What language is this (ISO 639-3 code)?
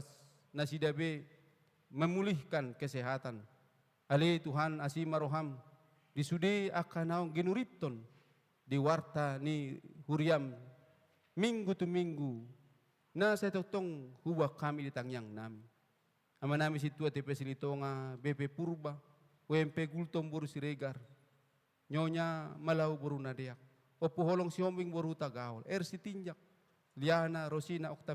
bbc